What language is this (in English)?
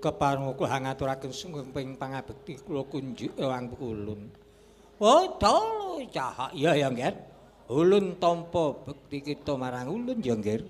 Javanese